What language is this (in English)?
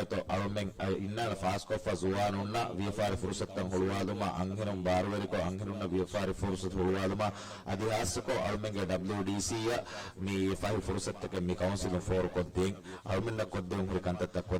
Divehi